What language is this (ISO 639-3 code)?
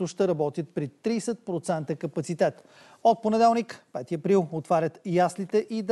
bul